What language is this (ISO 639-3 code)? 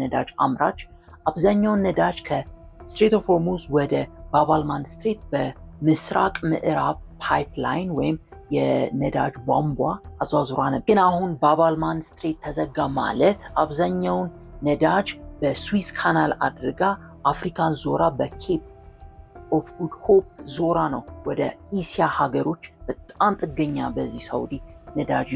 amh